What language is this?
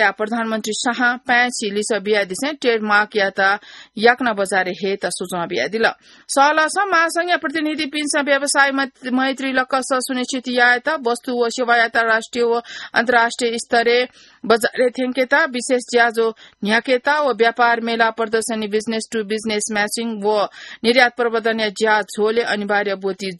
Newari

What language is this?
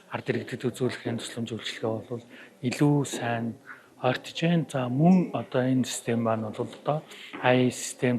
Mongolian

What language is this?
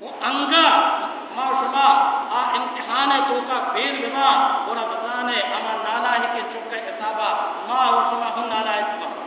Baluchi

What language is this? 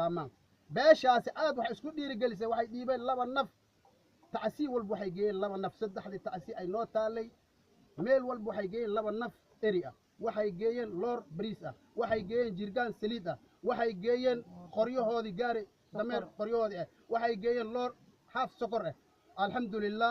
Somali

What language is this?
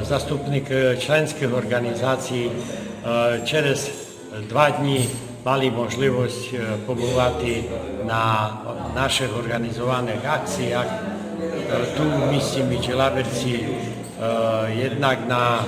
Rusyn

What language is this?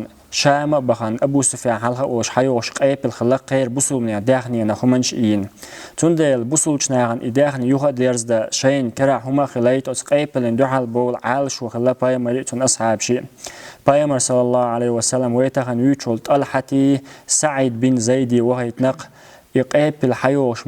Chechen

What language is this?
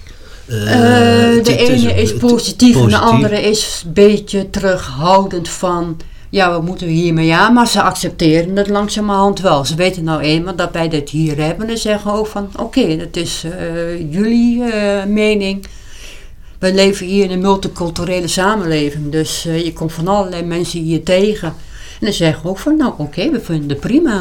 Dutch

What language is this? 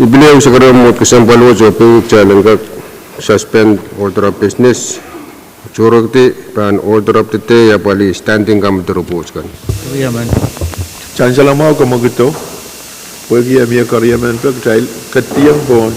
Pohnpeian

